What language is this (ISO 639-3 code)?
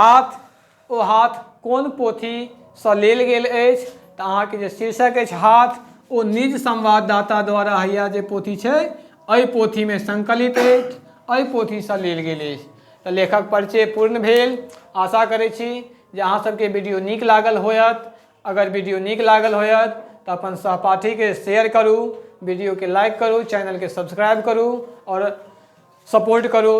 mai